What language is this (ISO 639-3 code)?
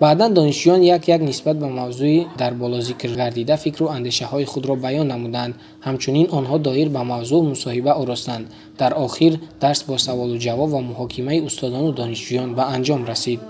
tgk